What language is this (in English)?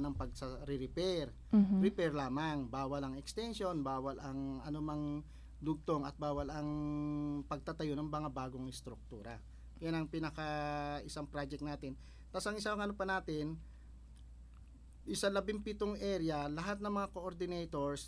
Filipino